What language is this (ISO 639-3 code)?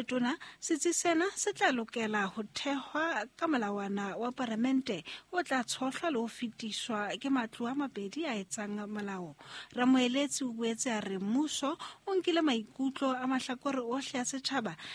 sot